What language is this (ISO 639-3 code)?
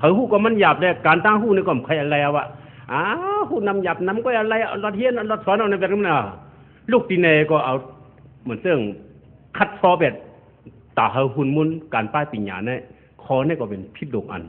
shn